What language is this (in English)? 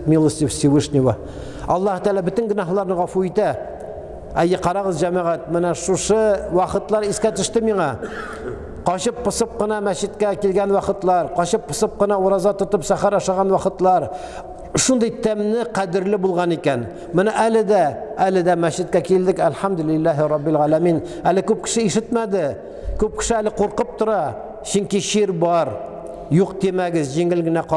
Tatar